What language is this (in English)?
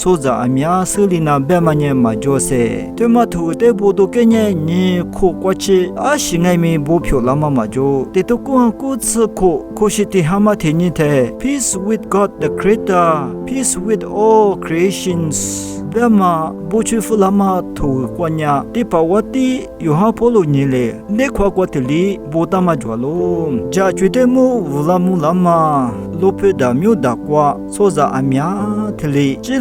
Lisu